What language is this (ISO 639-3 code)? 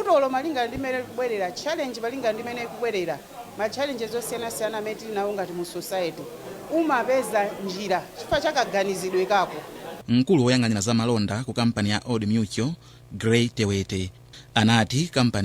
nya